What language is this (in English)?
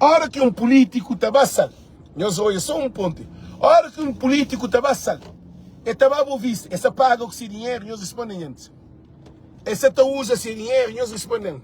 Kabuverdianu